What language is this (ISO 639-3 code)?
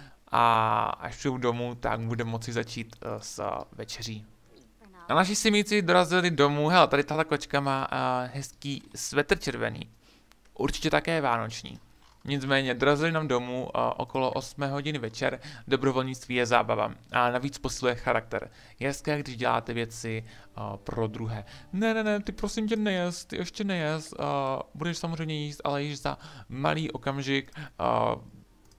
ces